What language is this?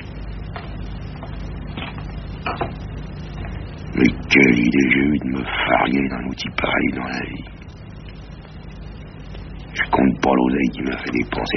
French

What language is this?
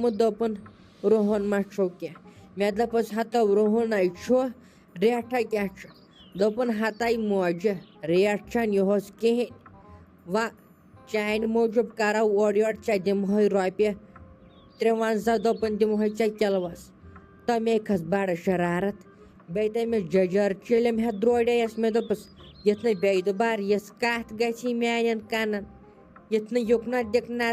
Kashmiri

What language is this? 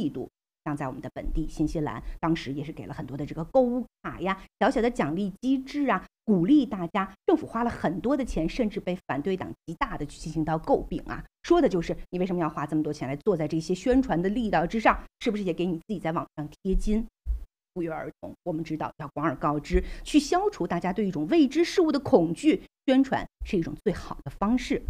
Chinese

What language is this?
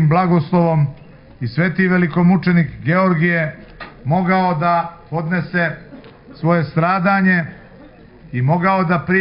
Serbian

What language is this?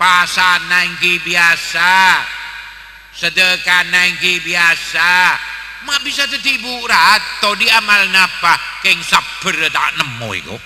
Madurese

